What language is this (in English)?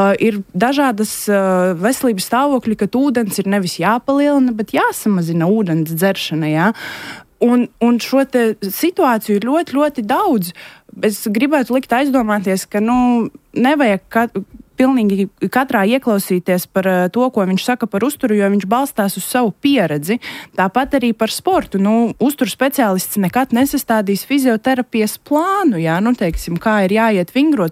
Latvian